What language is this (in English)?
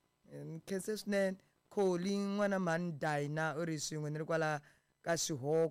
Tsonga